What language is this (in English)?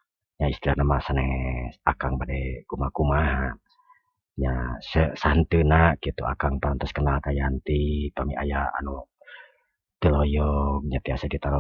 Sundanese